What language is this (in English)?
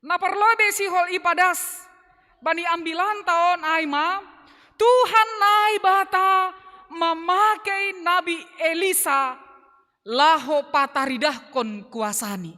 Batak Simalungun